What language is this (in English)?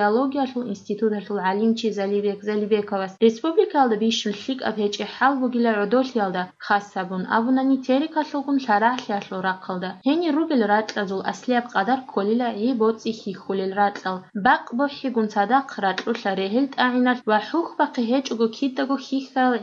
Avaric